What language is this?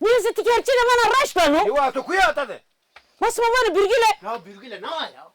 Zaza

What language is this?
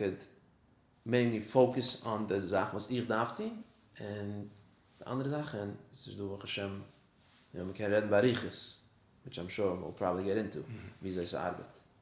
Yiddish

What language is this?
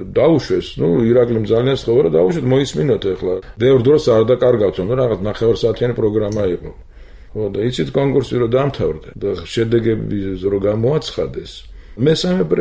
Georgian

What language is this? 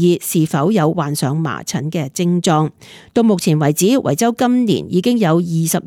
Cantonese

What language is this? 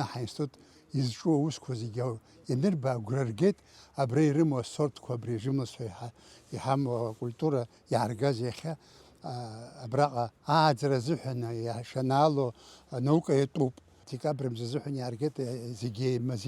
Abkhazian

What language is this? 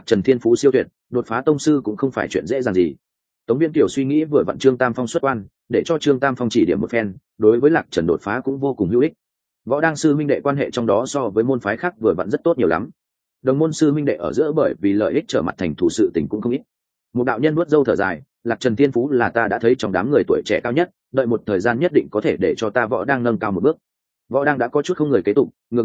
Vietnamese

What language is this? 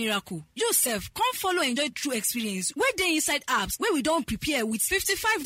Nigerian Pidgin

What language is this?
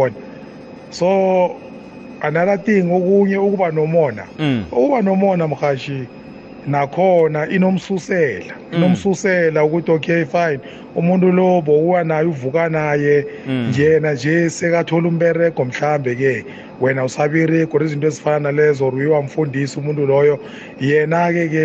South Ndebele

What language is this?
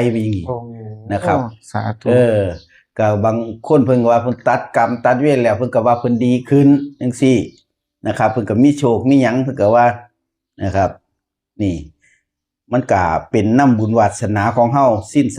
Northeastern Thai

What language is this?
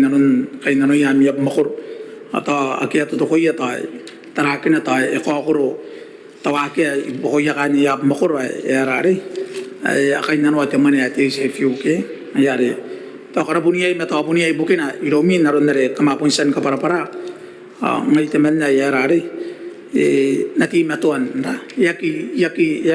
Gilbertese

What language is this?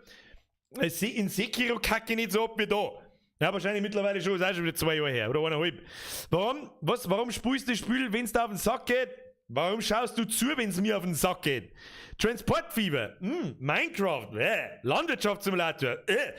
Bavarian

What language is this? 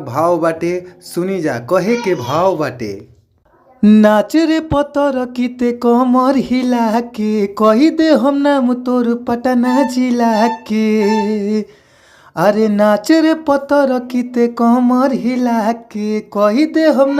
Bhojpuri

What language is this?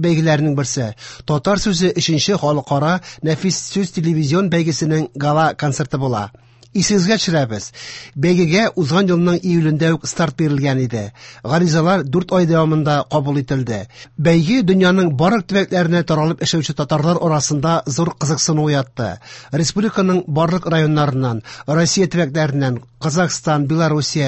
Tatar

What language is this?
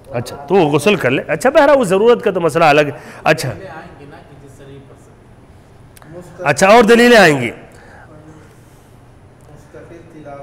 Urdu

